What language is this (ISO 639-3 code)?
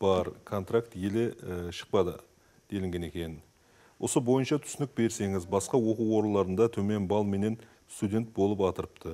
kaa